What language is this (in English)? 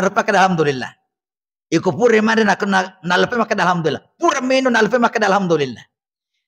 Buginese